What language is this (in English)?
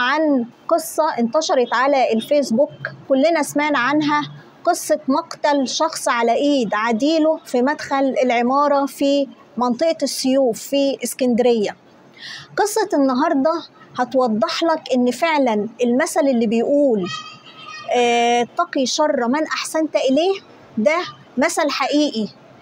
Egyptian Arabic